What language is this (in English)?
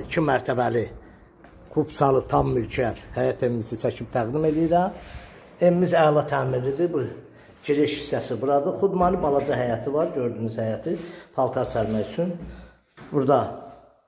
Azerbaijani